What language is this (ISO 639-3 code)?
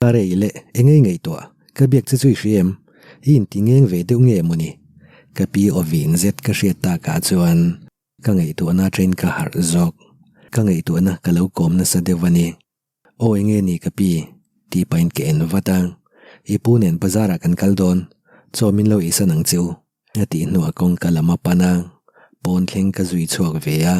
lus